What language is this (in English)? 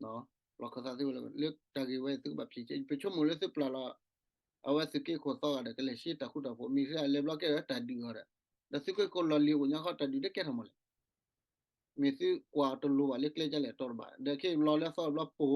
S'gaw Karen